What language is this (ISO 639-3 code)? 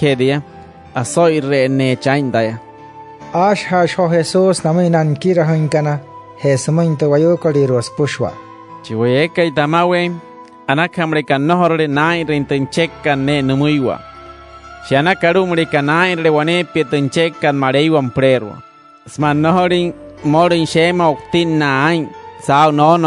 guc